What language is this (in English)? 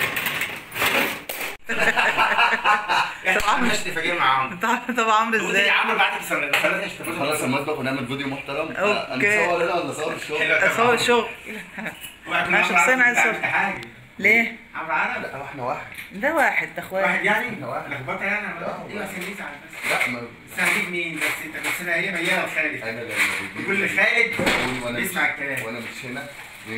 Egyptian Arabic